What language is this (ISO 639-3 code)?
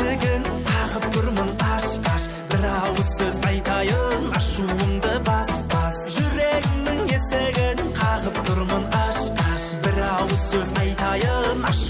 kaa